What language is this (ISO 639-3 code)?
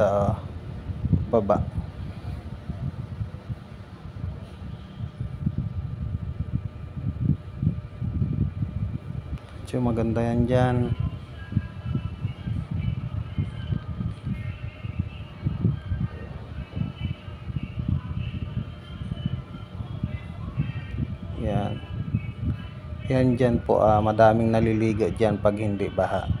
fil